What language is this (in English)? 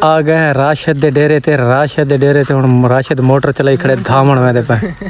Saraiki